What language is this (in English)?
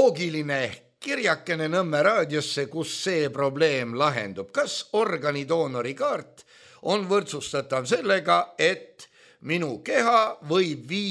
Estonian